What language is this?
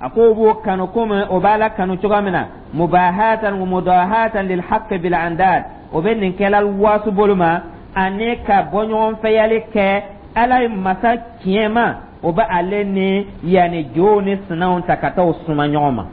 Dyula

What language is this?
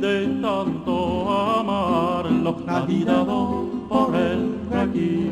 Ladino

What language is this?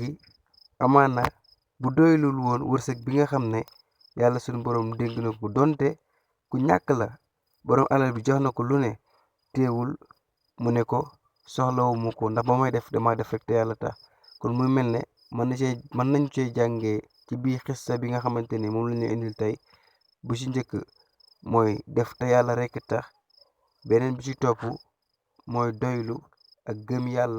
Wolof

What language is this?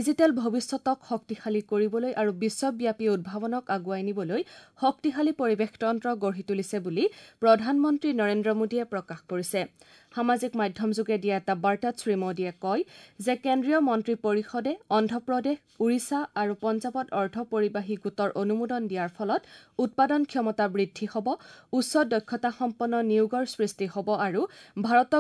Assamese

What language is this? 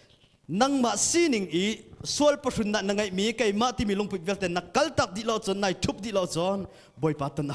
Hakha Chin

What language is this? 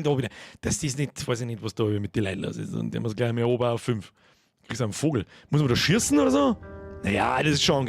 Bavarian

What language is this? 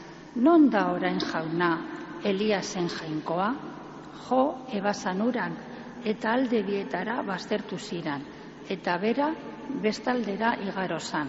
Basque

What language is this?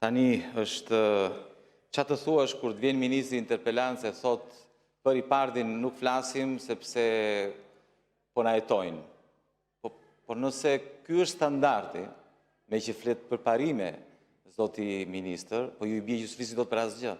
Albanian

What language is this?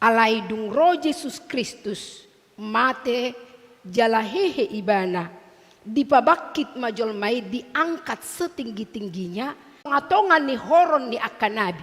Batak Toba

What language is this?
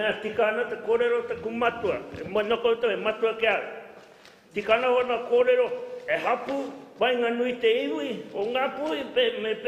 Māori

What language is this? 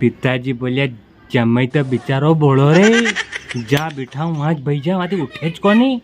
Rajasthani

